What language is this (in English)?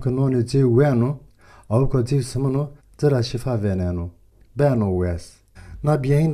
Zaza